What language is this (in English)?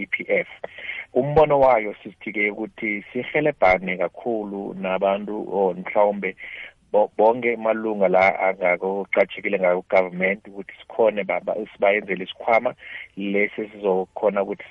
South Ndebele